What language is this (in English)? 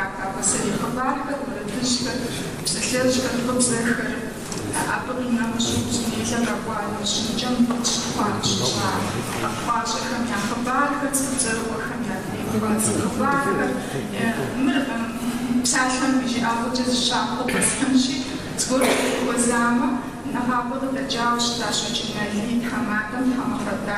Kabardian